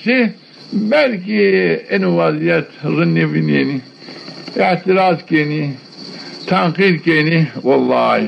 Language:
Zaza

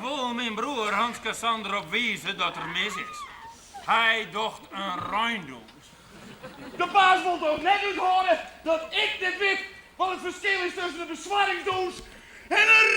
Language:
Western Frisian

